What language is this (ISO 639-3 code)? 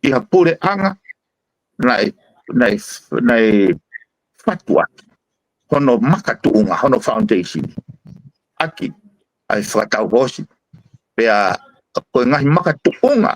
ton